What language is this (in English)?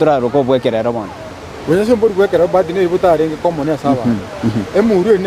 Gusii